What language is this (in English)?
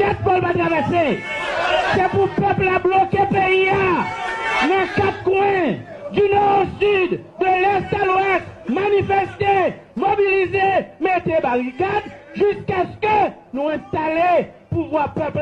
Haitian Creole